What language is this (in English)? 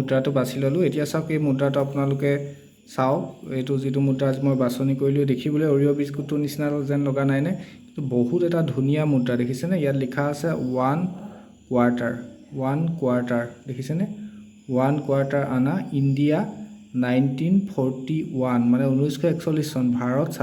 Assamese